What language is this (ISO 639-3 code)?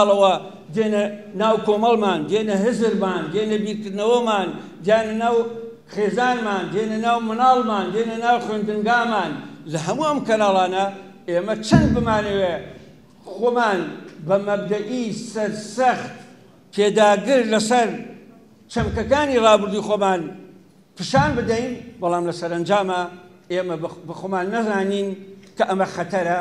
ckb